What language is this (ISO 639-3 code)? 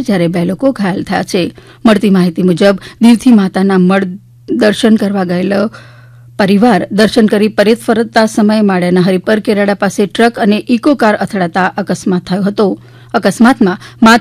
guj